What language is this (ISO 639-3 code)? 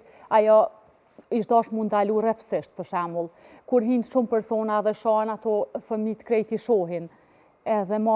sqi